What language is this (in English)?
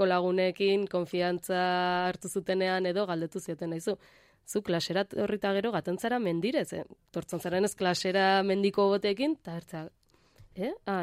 Basque